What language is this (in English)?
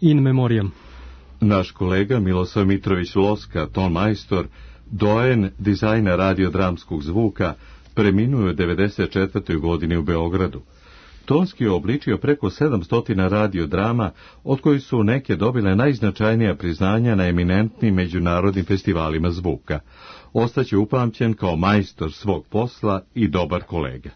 Serbian